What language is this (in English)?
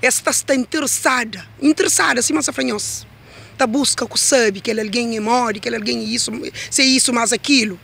Kabuverdianu